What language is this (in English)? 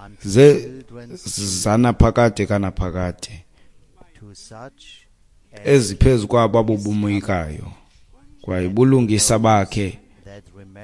Xhosa